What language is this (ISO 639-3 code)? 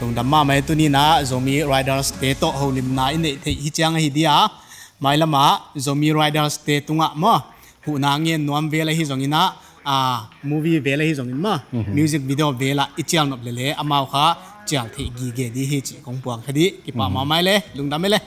ctd